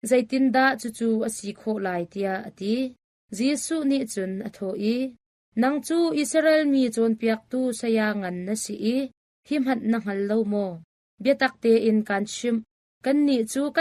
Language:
Hakha Chin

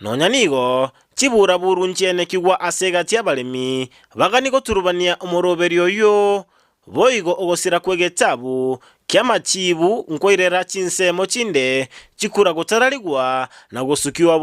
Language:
Gusii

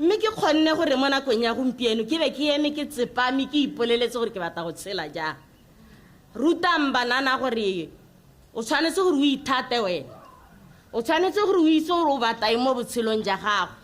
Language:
Tswana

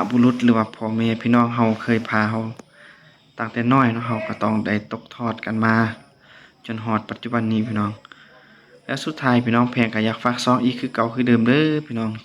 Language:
Lao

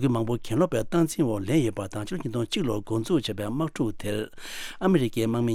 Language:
Tibetan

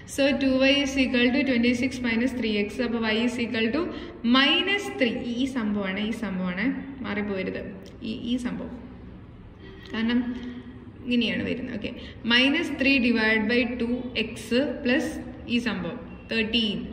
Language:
Malayalam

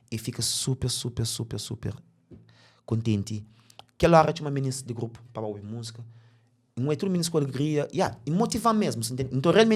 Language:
Kabuverdianu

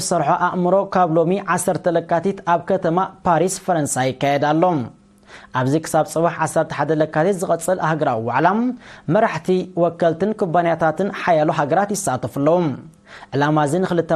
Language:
Tigrinya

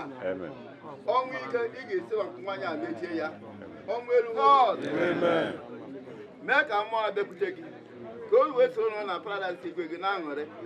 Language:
Igbo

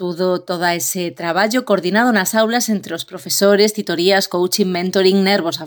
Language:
Galician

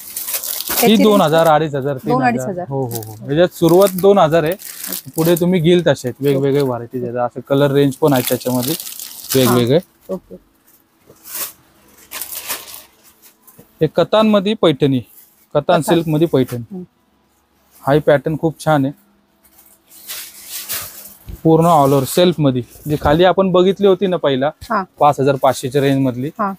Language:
Marathi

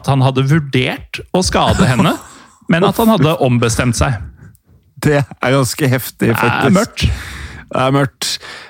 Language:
Norwegian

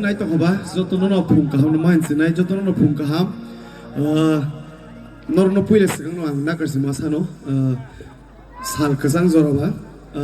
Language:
Kok Borok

